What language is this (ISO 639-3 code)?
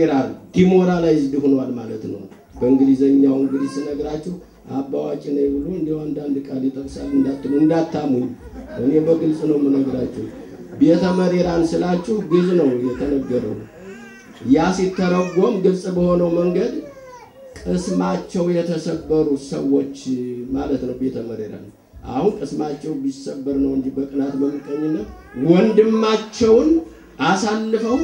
amh